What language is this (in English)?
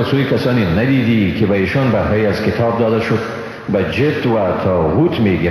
Persian